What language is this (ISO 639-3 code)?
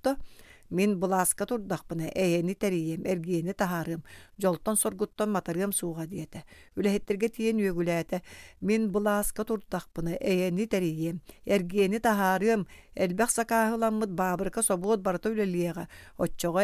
sah